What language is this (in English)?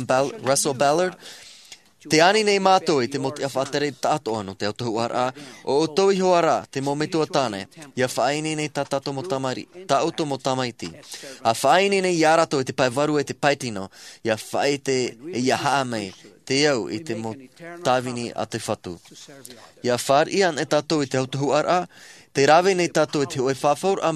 Tahitian